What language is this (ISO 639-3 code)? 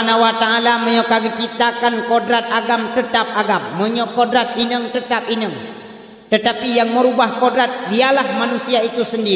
ace